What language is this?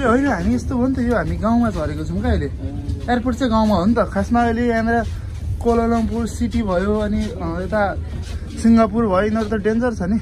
Nepali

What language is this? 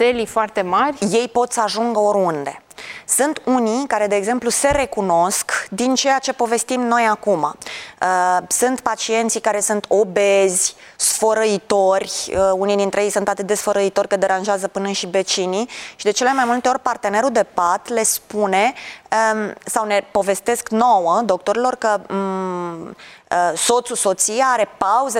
Romanian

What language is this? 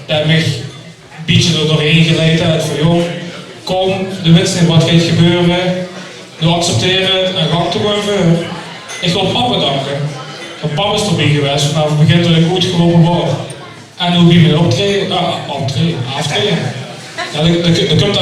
Limburgish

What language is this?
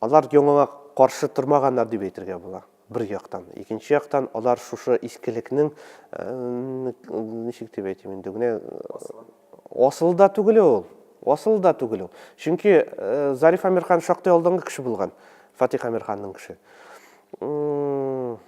Tatar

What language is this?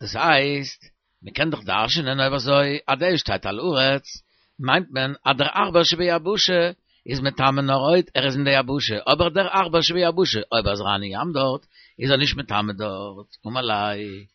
Yiddish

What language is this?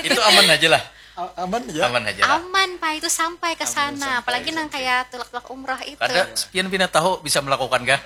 Banjar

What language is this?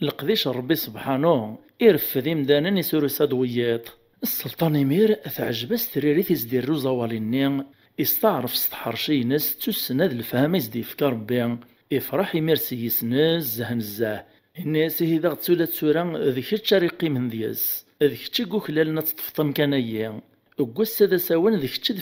Kabyle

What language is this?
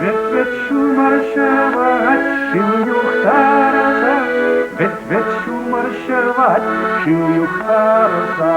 Chuvash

